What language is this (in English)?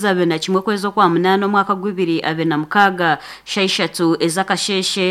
Nyankole